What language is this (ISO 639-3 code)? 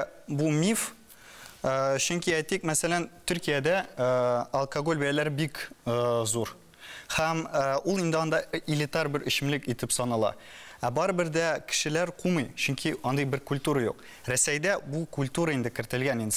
tat